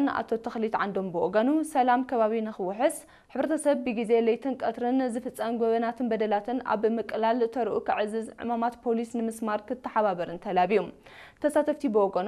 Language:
Tigrinya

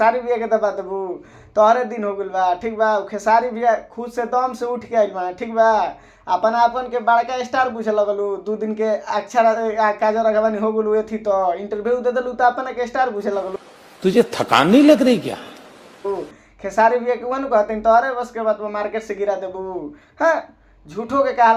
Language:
Bhojpuri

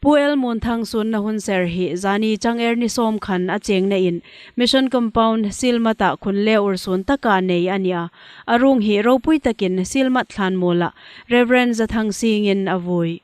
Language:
Hmar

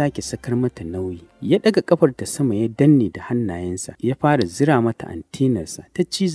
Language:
Hausa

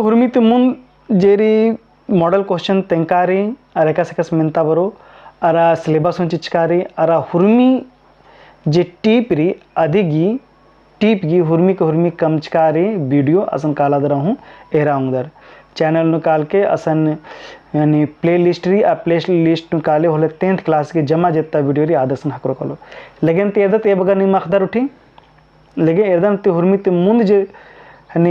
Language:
Kurukh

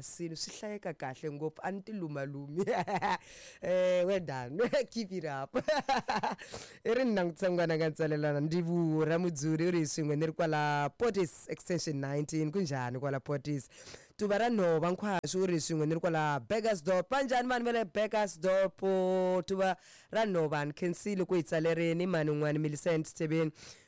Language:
Tsonga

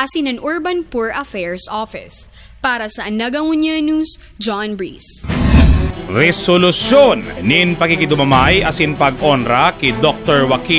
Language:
Bikol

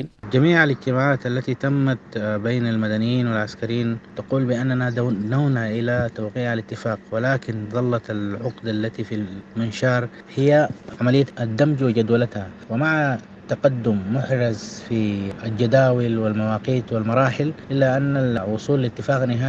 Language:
Sudanese Arabic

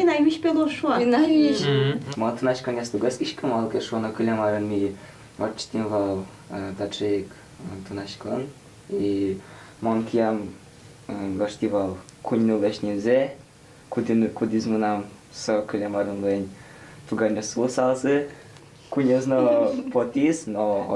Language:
Udmurt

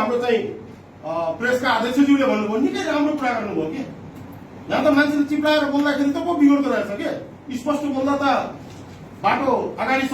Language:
Nepali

